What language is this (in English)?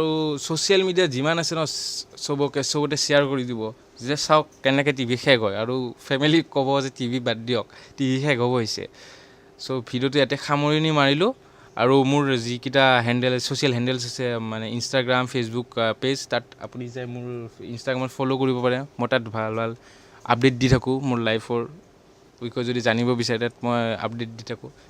Assamese